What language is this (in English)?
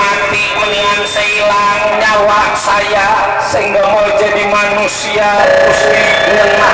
Betawi